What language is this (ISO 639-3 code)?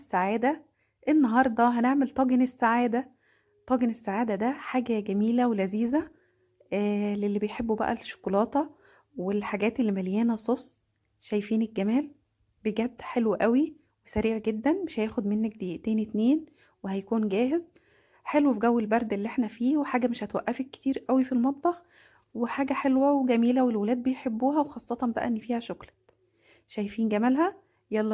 arz